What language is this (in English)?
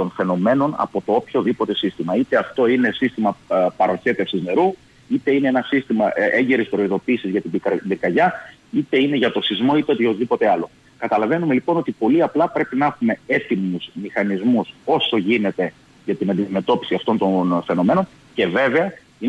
Greek